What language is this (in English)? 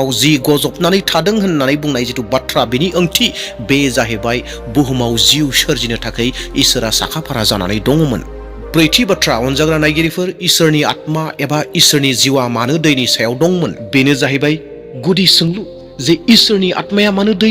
Bodo